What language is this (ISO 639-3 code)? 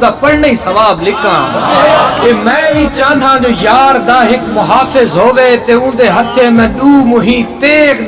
skr